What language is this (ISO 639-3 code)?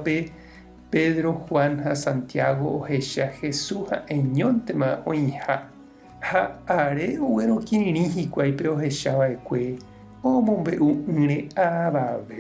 grn